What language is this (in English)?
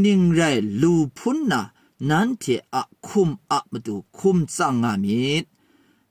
Kachin